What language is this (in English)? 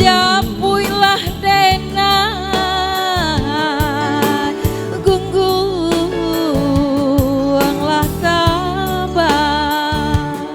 Minangkabau